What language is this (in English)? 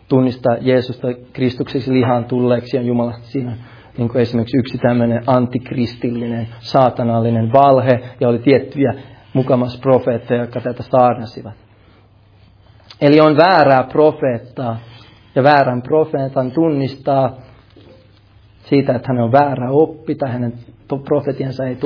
Finnish